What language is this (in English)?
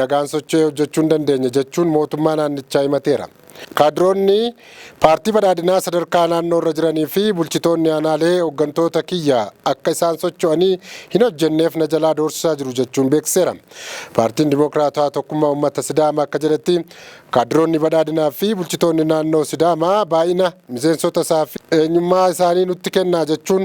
Oromo